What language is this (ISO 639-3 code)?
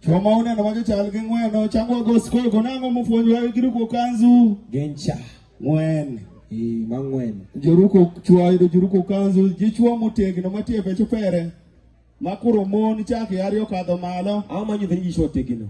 adh